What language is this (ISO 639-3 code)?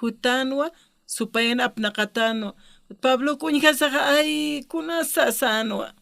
aym